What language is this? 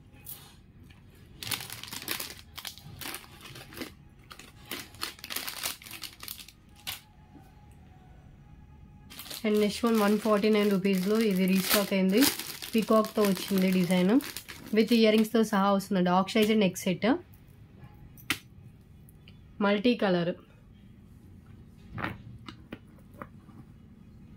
Telugu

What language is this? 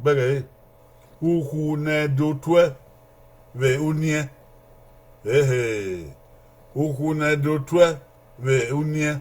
Bini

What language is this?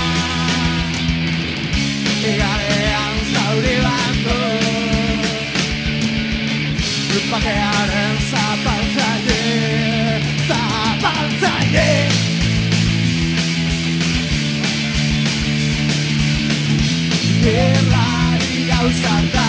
Basque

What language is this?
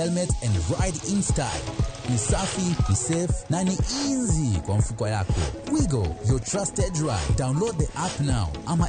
Luo (Kenya and Tanzania)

